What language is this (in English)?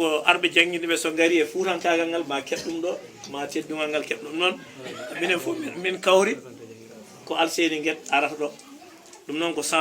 Fula